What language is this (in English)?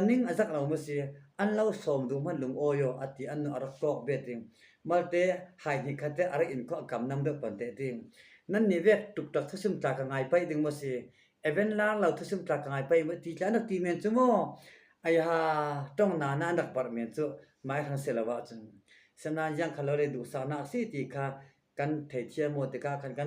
Falam Chin